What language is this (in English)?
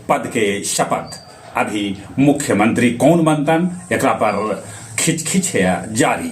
Magahi